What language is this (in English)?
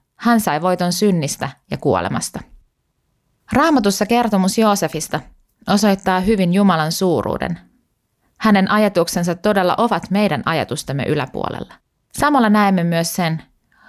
Finnish